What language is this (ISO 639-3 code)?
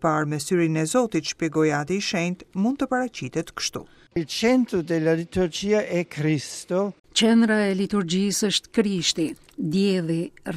sqi